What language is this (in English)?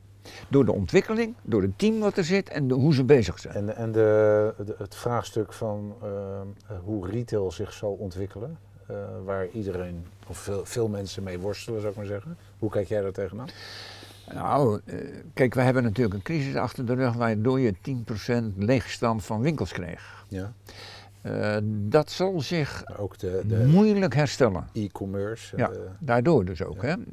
Dutch